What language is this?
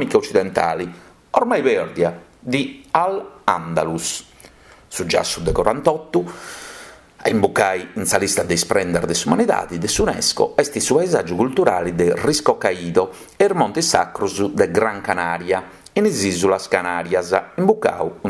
Sardinian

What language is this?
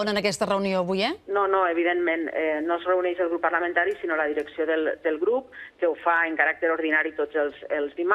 Catalan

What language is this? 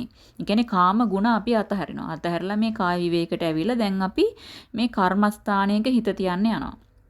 Sinhala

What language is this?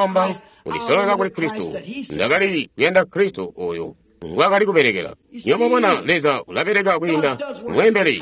Tonga (Zambia)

